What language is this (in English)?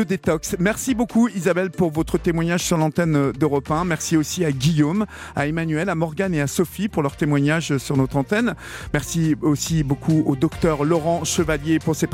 French